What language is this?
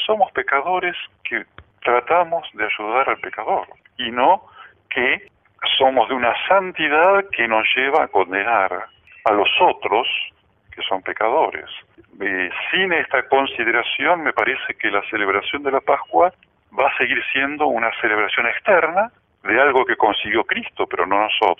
Spanish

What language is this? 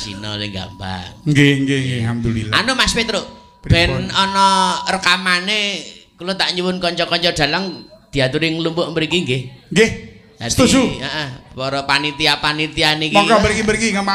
Javanese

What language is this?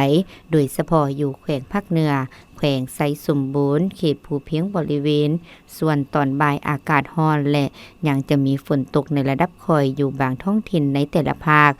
Lao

